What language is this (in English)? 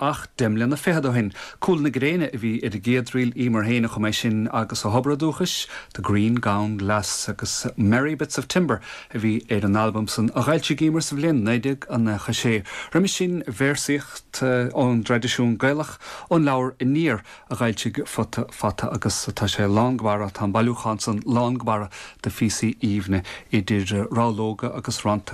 Irish